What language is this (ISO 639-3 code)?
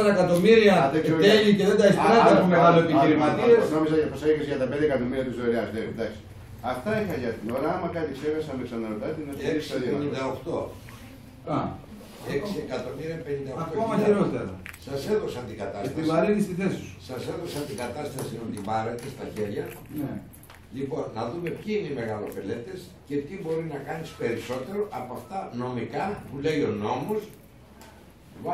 ell